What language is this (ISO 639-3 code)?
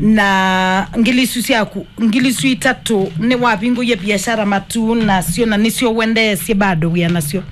kam